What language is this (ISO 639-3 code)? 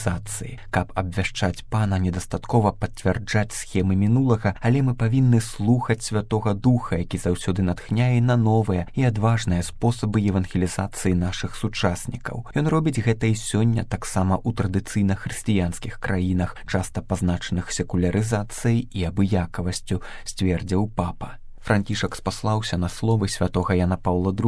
bel